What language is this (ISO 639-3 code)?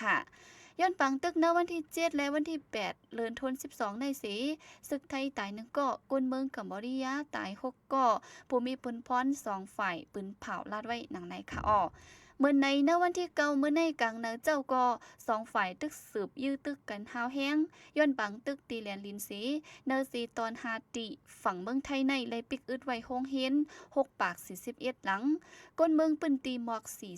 shn